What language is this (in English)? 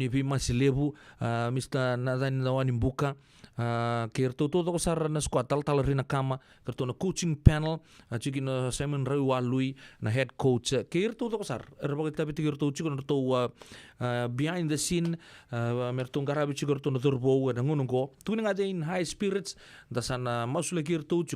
Fijian